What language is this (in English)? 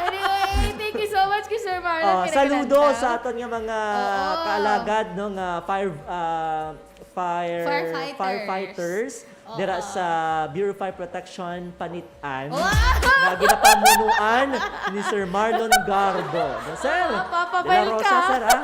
Hiligaynon